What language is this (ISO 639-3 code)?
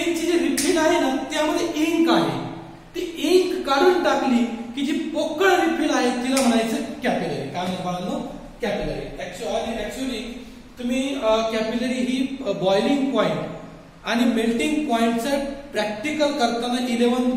mar